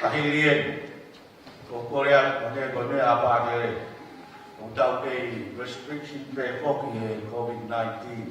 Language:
Tongan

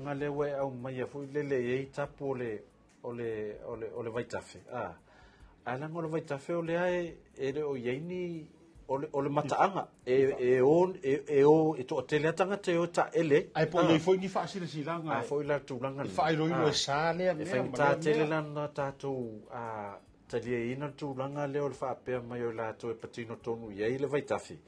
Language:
Samoan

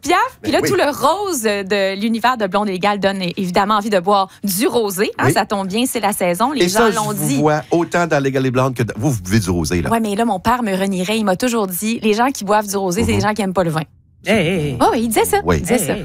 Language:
French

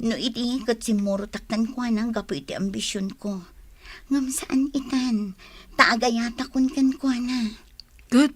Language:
Iloko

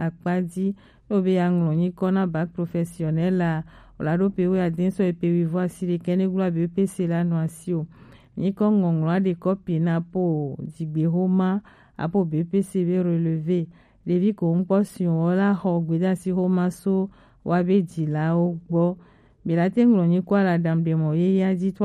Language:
Gen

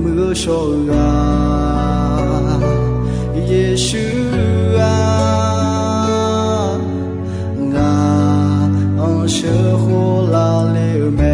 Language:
Akha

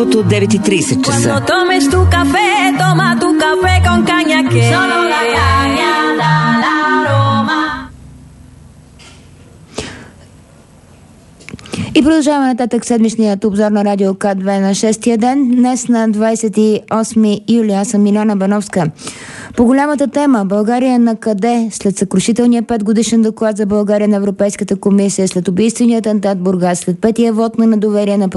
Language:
Bulgarian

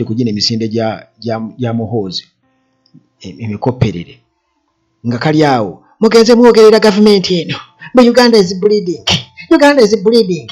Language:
Ganda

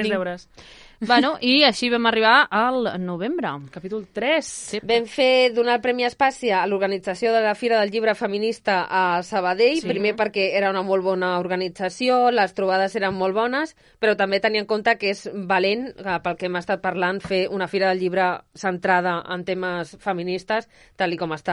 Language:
Catalan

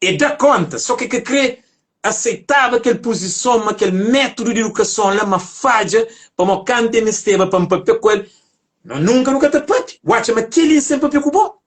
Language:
Kabuverdianu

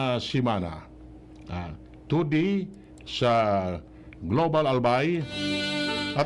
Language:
Bikol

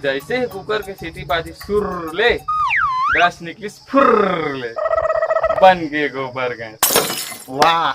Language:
Chhattisgarhi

